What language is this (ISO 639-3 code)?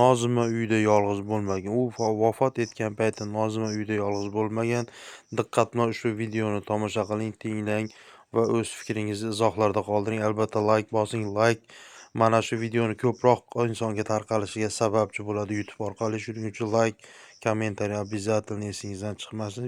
uzb